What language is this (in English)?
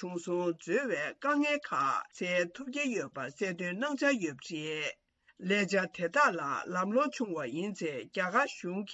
Tibetan